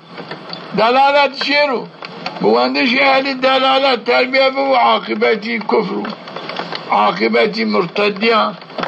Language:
Zaza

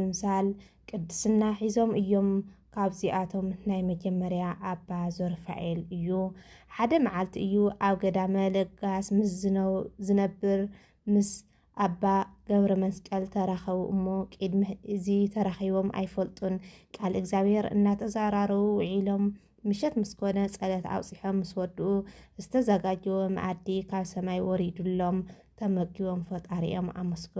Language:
Tigrinya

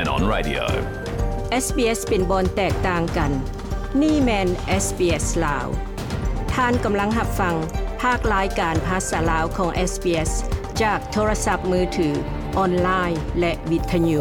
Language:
Lao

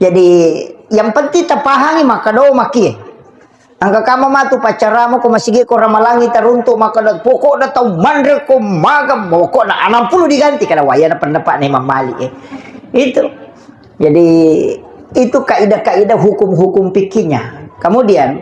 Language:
Buginese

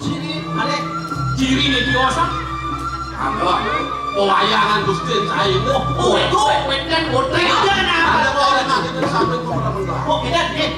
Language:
Balinese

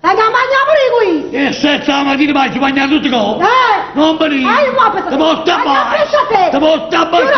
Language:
Neapolitan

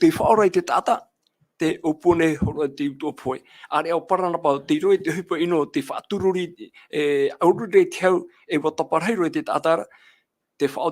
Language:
Tahitian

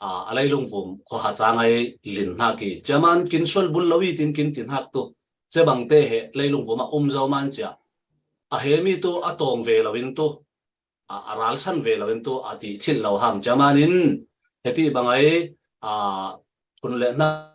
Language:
Falam Chin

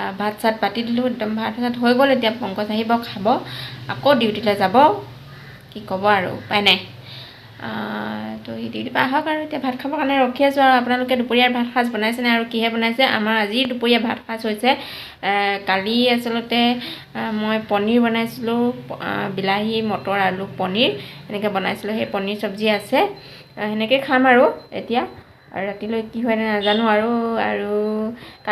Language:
Assamese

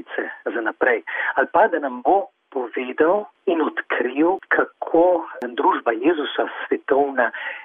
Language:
Slovenian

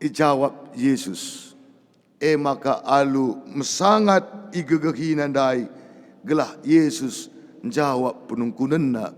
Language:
Batak Karo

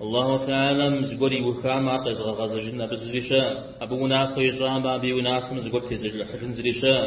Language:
Kabardian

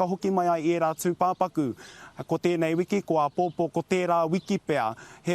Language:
Māori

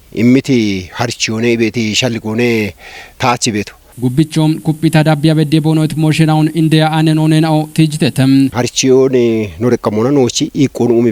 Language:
Kafa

